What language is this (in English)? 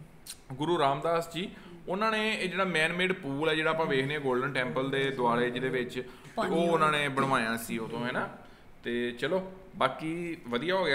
Punjabi